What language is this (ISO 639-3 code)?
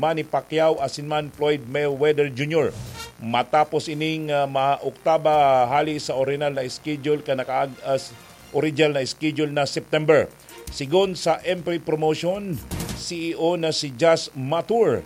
bik